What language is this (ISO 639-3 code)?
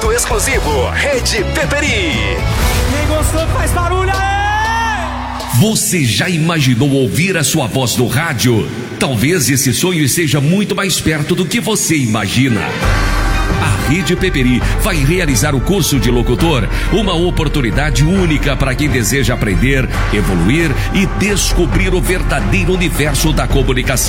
por